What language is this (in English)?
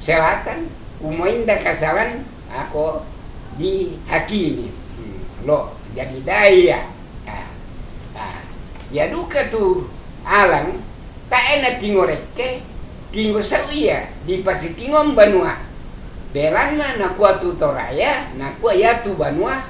Toraja-Sa'dan